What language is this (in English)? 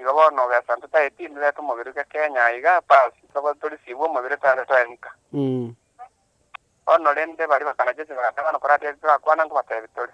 Gusii